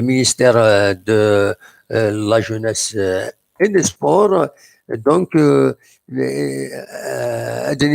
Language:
Kabyle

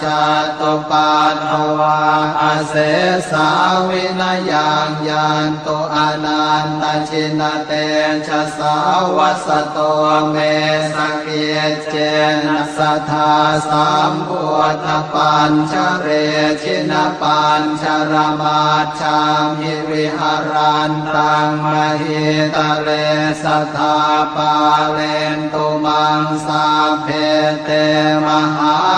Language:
Pali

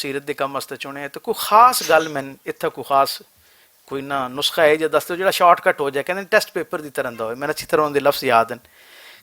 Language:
Western Panjabi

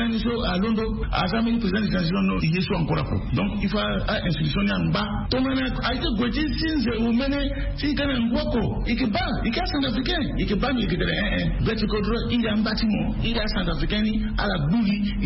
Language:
Sango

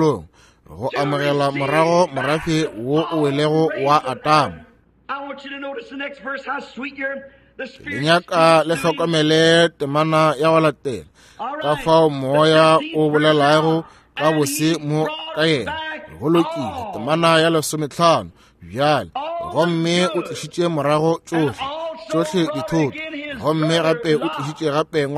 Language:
Northern Sotho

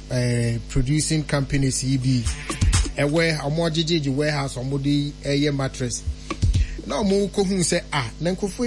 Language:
Akan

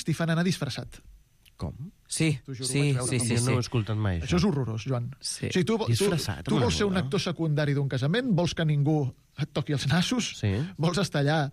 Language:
Catalan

